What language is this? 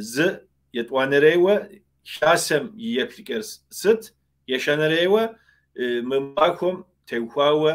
Kabardian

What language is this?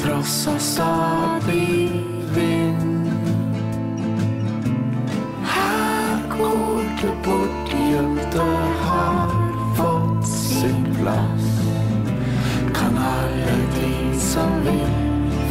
Norwegian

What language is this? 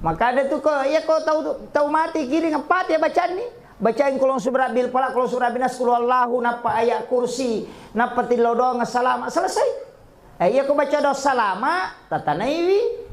Buginese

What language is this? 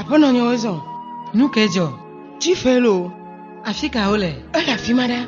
Ewe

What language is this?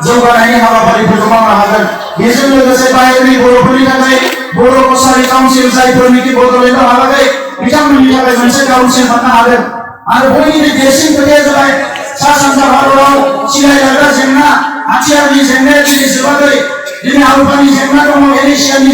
Bodo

